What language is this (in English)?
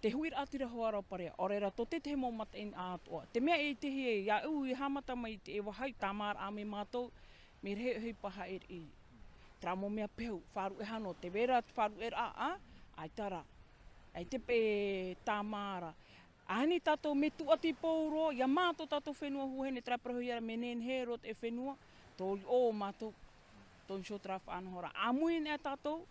Tahitian